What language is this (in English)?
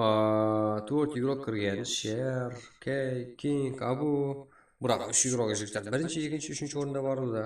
Kara-Kalpak